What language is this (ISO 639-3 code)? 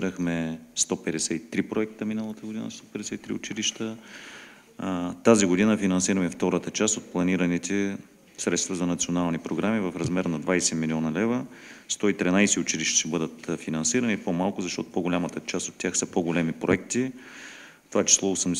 bul